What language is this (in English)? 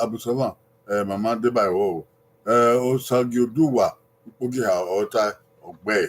Bini